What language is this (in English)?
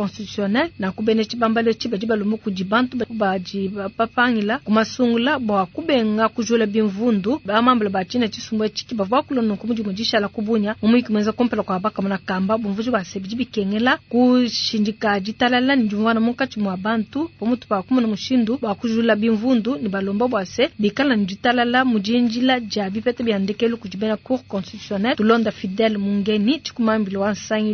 Luba-Lulua